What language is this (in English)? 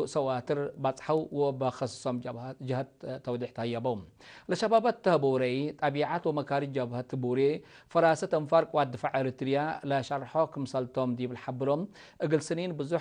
Tigre